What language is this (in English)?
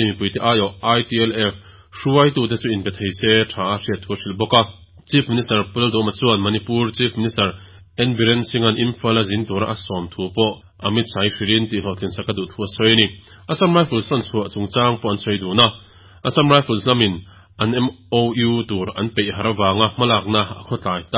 Mizo